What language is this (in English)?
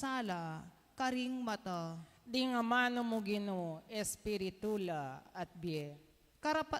Pampanga